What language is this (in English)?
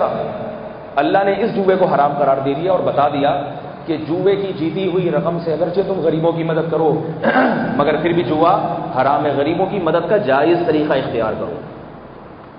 Urdu